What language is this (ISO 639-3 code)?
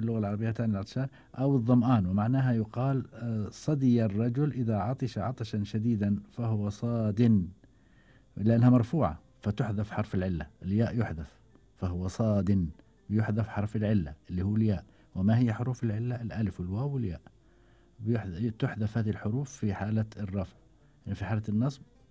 afb